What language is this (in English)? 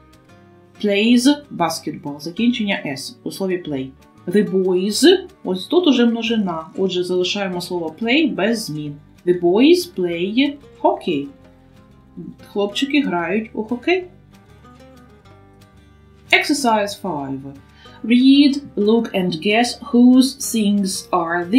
Ukrainian